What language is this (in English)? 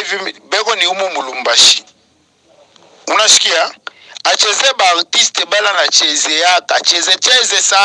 Swahili